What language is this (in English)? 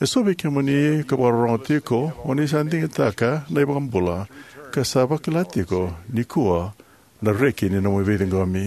Fijian